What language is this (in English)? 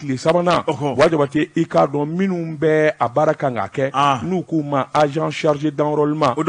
Bambara